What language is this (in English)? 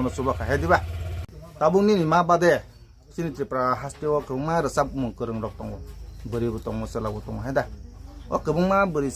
Kok Borok